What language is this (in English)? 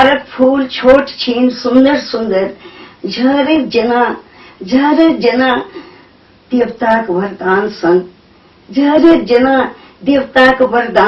Maithili